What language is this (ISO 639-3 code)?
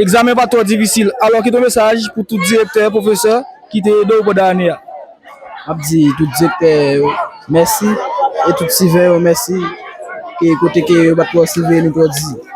hat